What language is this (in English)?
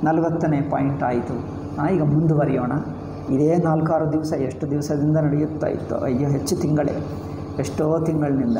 Kannada